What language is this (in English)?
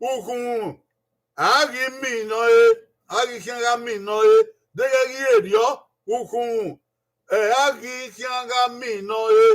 Bini